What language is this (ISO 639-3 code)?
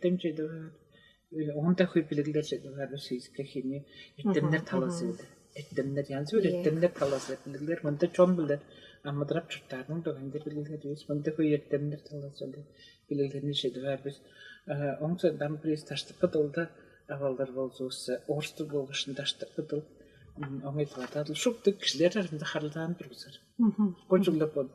tyv